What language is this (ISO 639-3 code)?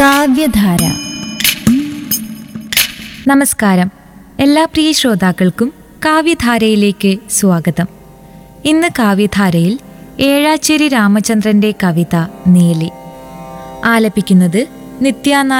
mal